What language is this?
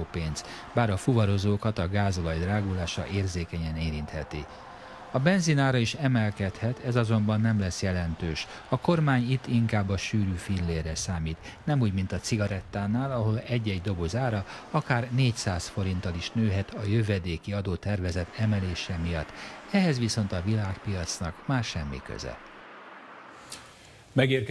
Hungarian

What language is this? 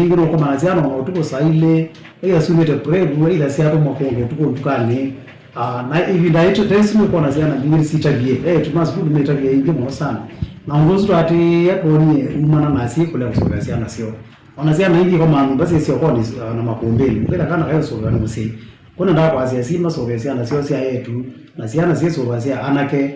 Kamba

